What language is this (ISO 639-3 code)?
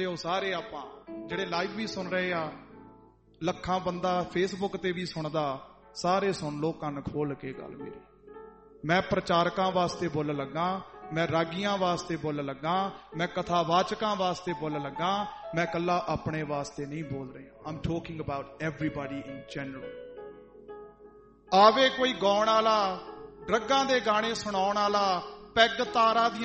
pan